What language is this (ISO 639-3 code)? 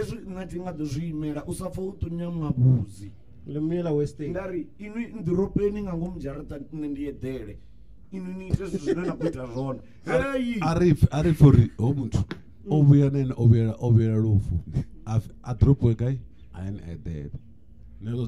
ven